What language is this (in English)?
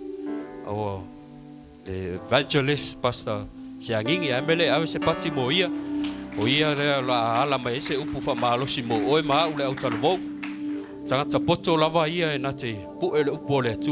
Samoan